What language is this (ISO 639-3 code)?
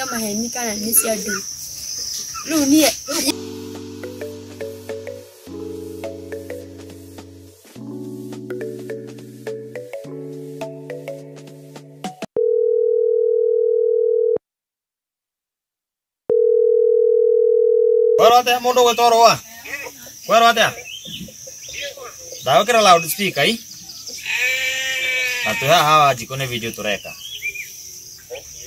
kik